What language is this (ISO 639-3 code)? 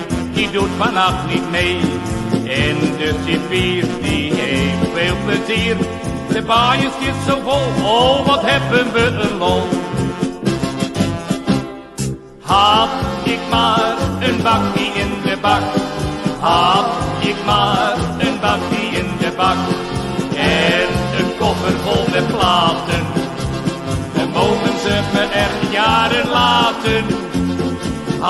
nld